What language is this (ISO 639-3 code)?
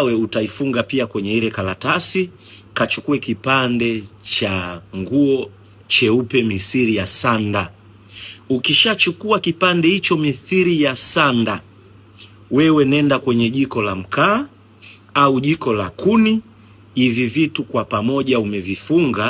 swa